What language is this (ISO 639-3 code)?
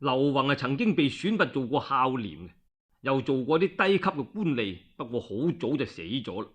yue